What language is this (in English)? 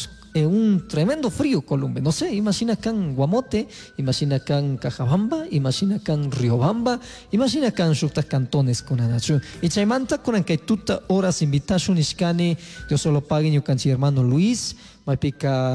Chimborazo Highland Quichua